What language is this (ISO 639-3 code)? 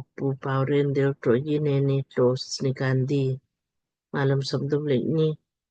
lmk